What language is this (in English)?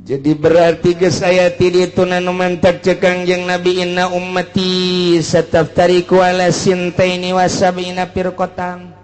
Sundanese